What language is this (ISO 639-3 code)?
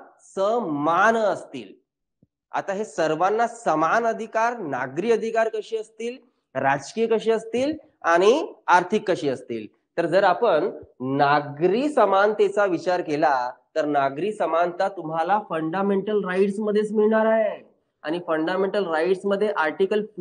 mar